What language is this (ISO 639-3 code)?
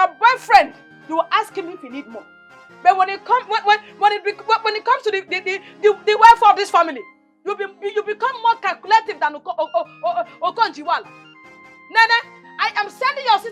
pcm